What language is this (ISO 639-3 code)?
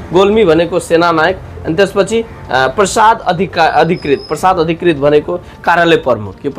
nep